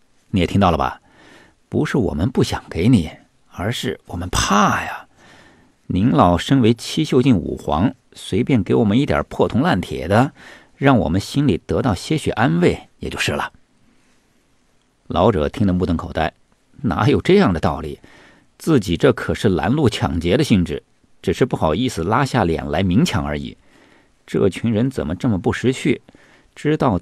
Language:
Chinese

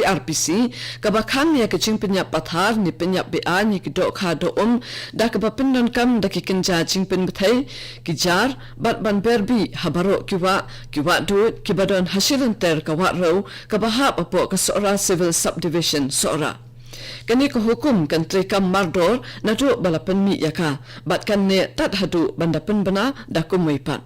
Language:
Khasi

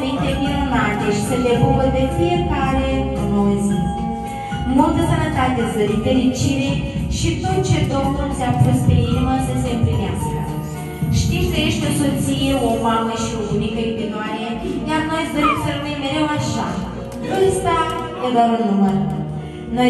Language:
Romanian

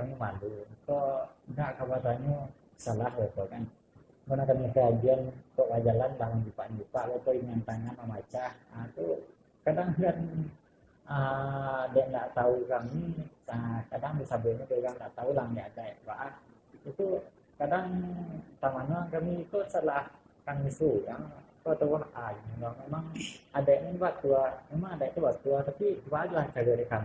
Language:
Minangkabau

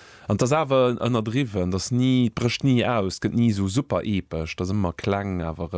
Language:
Luxembourgish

